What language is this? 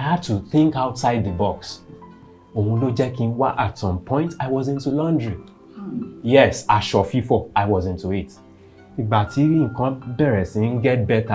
Yoruba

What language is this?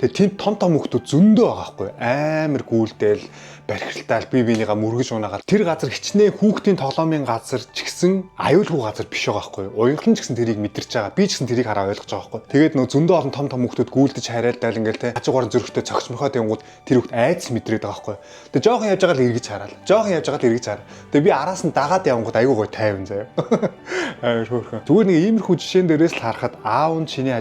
Mongolian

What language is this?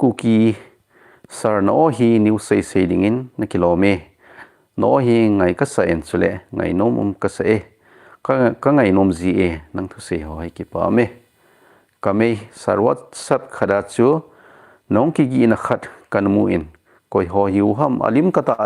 Thado Chin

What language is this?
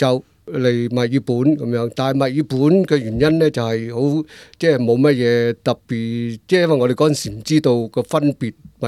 Cantonese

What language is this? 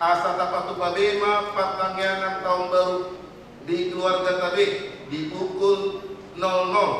Batak Toba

